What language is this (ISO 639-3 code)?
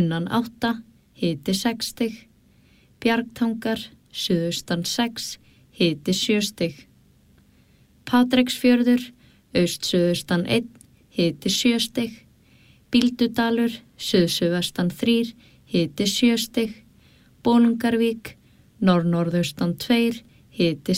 isl